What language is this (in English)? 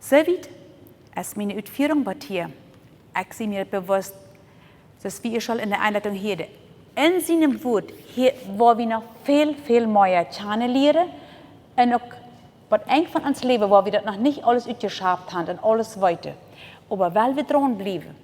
Plautdietsch